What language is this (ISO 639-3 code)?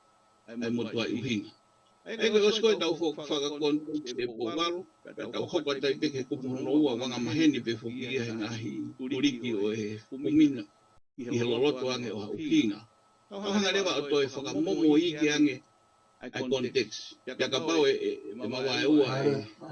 ton